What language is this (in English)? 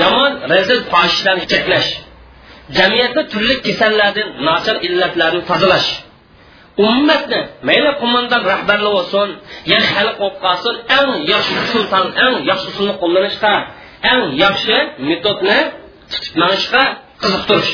Uyghur